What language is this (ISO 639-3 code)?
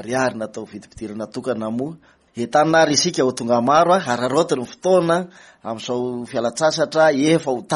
mlg